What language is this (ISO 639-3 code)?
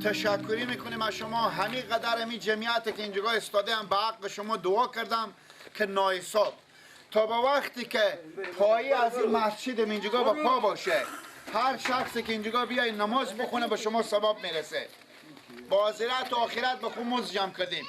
fas